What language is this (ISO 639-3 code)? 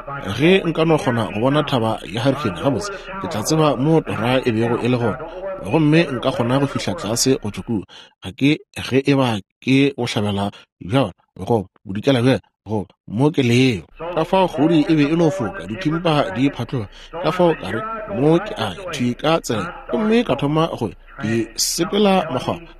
nso